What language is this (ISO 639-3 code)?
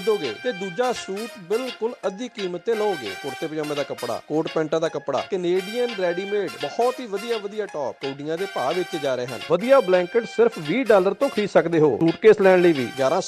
pan